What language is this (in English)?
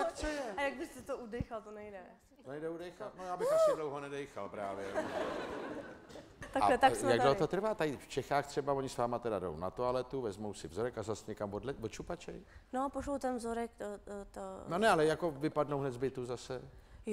Czech